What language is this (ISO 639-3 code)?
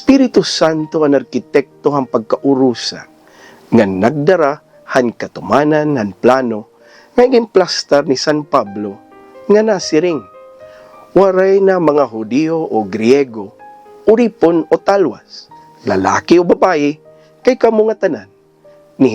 war